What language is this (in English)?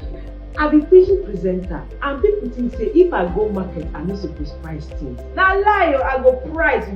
Nigerian Pidgin